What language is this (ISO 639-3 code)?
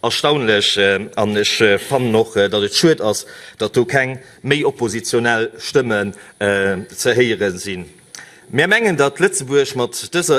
ltz